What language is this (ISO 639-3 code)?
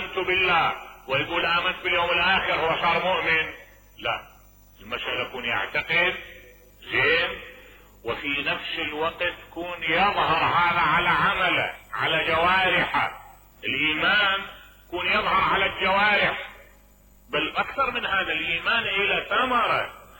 acm